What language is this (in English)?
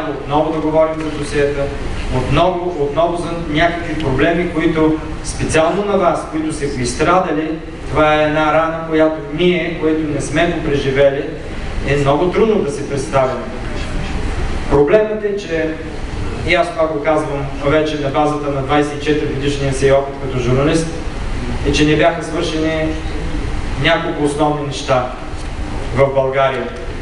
Bulgarian